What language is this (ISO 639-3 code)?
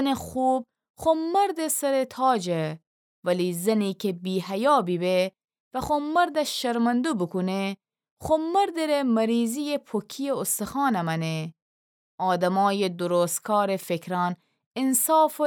glk